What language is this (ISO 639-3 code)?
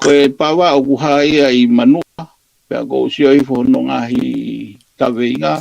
ton